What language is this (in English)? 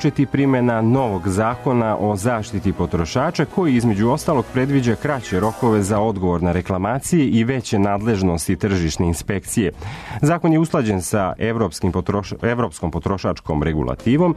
Serbian